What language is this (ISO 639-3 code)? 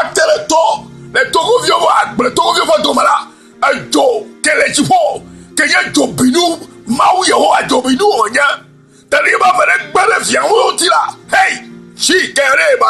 ewe